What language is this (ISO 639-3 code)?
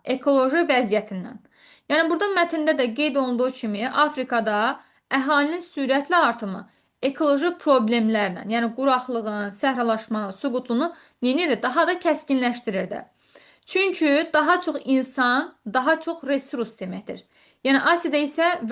aze